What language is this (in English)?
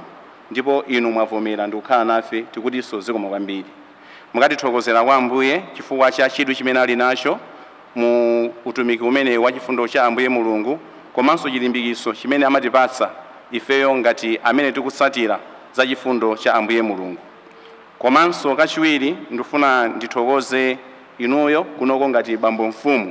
Nyanja